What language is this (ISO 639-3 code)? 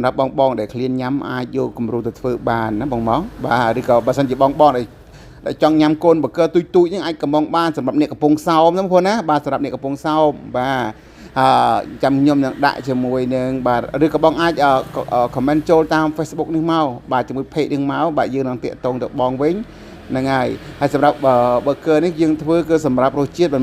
khm